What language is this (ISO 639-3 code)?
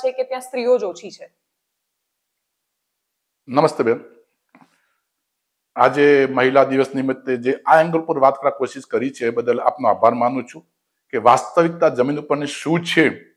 guj